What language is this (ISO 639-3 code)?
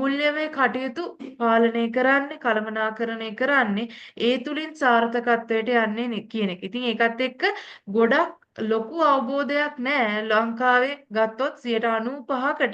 sin